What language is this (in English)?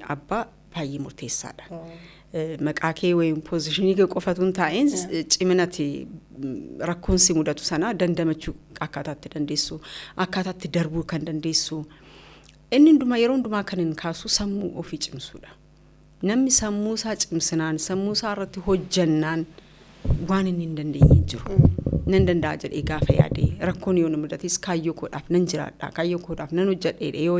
Oromo